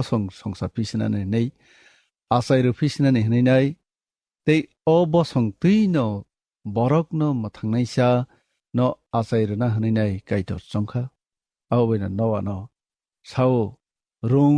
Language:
Kok Borok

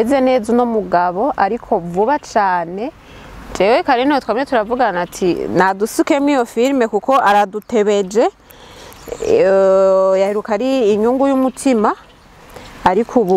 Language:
Rundi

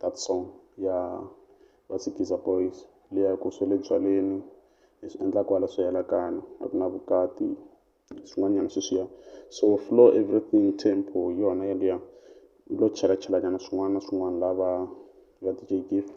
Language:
Tsonga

